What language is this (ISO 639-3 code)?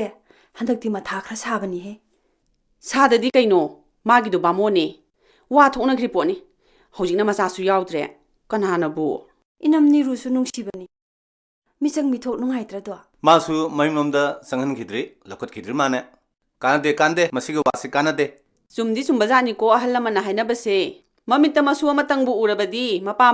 mni